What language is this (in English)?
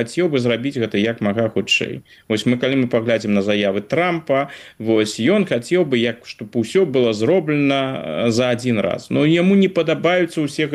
Belarusian